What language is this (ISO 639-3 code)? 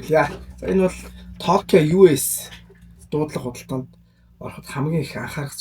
mon